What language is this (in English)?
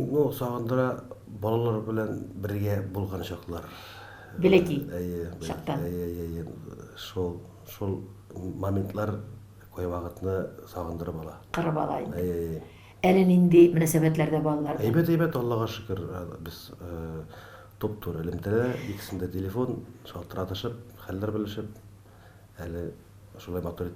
Tatar